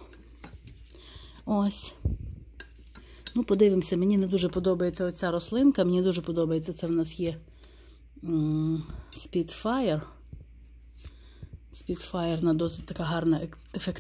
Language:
Ukrainian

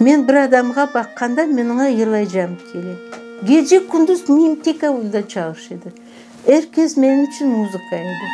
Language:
Crimean Tatar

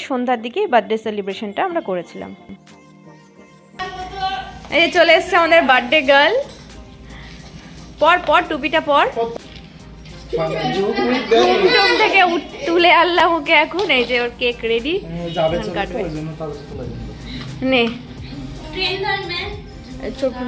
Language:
Bangla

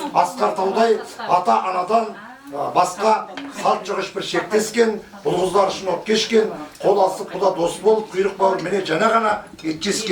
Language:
Kazakh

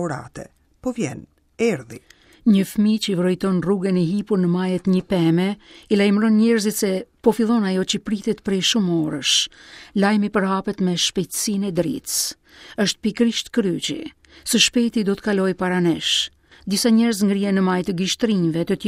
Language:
Albanian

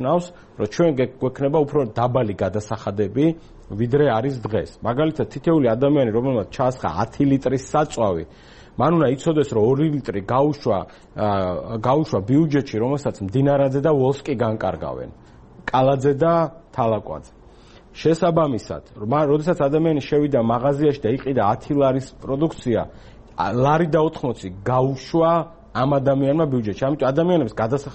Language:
Georgian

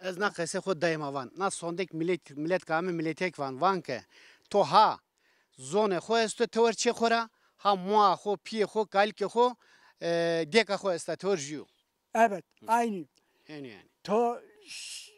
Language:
Zaza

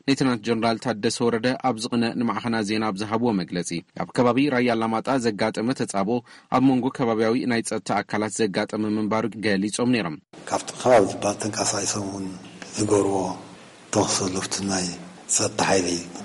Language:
Tigrinya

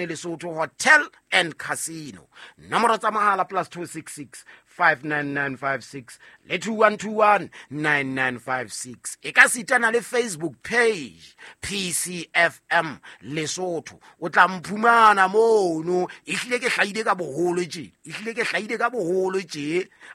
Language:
Southern Sotho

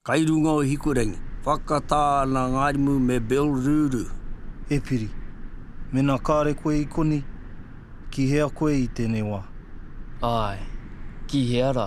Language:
Māori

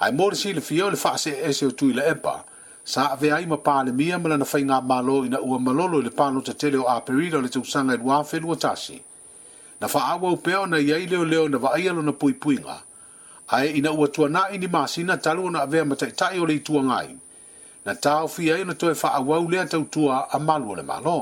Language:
Samoan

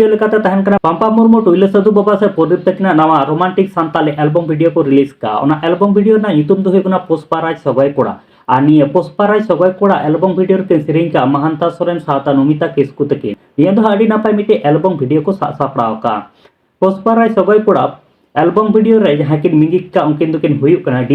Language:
Santali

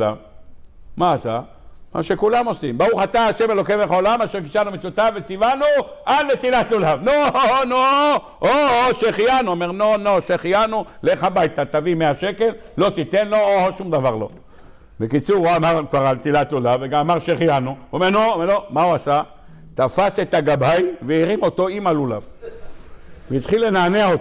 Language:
Hebrew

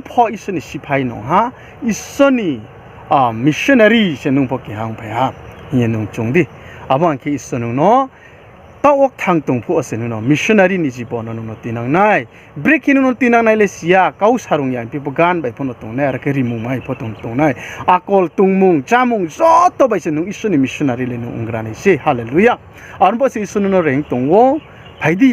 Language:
Riang (India)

